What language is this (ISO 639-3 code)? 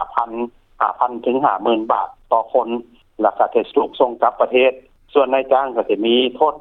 lao